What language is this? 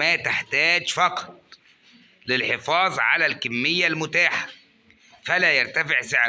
Egyptian Arabic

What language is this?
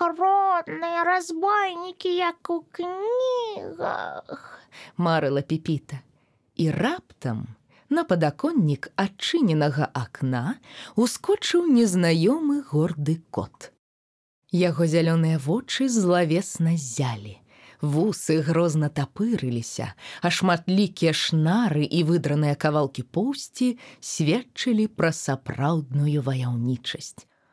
Belarusian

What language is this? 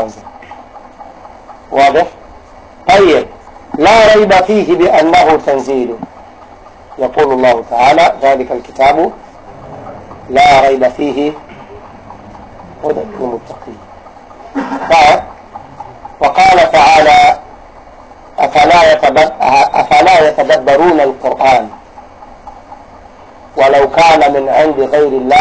Swahili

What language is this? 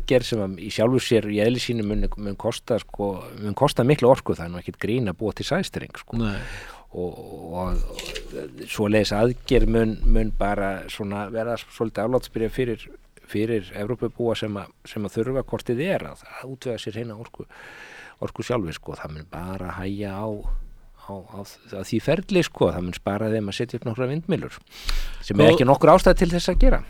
Icelandic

